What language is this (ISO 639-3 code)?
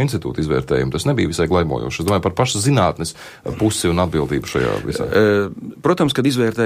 lav